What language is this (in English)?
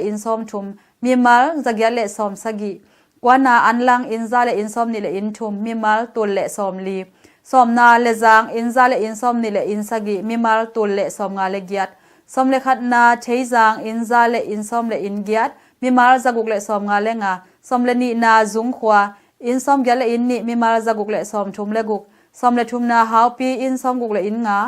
Tedim Chin